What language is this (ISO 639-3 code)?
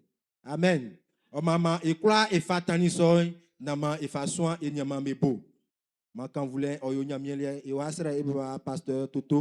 bci